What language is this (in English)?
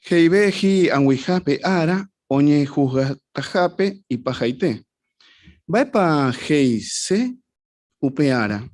Guarani